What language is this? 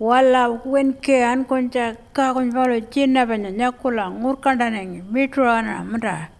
Pitjantjatjara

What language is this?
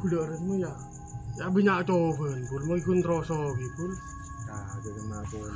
Madurese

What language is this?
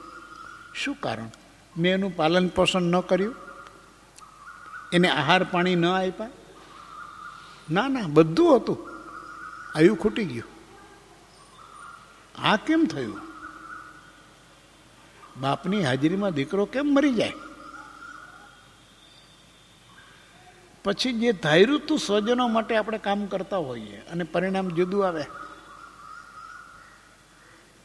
Gujarati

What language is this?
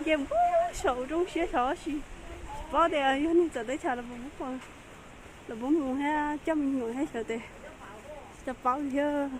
Hmong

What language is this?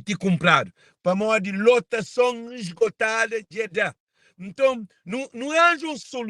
Kabuverdianu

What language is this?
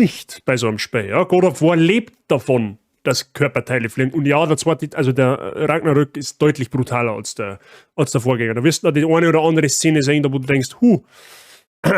Bavarian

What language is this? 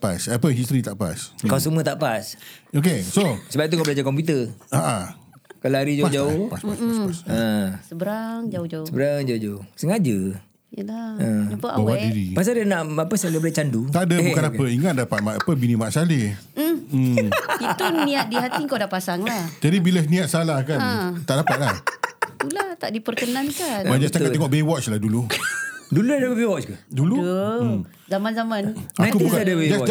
Malay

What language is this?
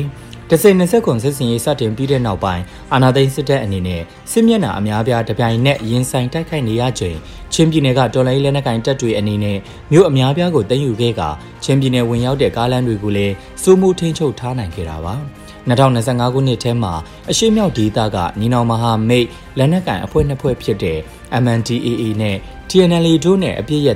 Burmese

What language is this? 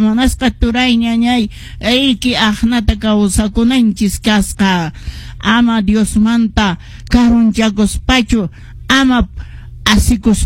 Quechua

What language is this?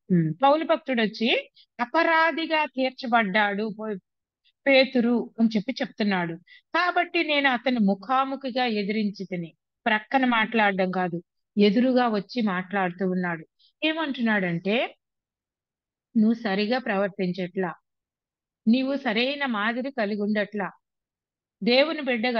Telugu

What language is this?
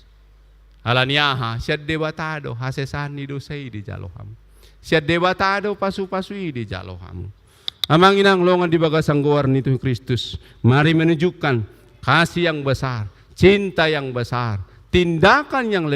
Batak Toba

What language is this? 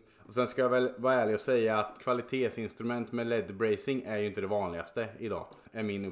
Swedish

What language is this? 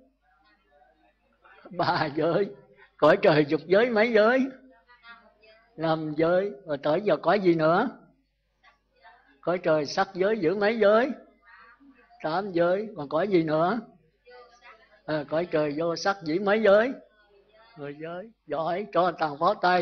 Vietnamese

